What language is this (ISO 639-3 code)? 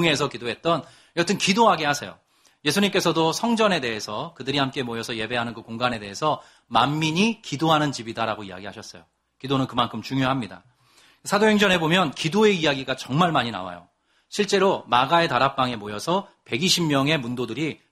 kor